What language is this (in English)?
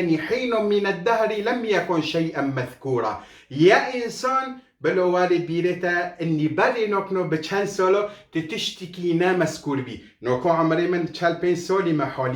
Kurdish